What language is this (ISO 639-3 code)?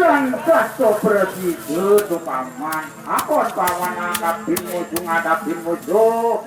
ban